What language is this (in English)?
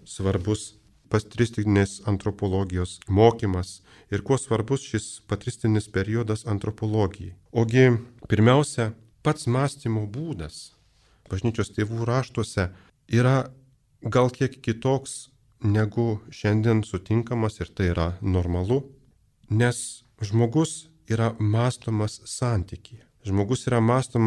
Lithuanian